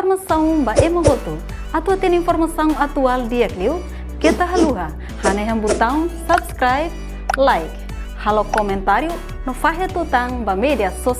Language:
Tetum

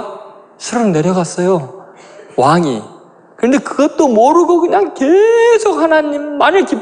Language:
Korean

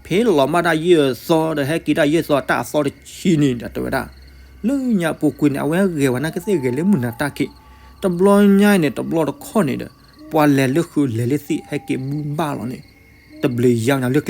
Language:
S'gaw Karen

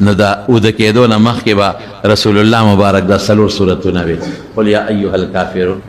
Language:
Pashto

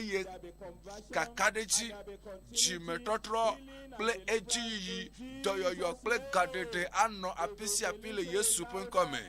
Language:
Ewe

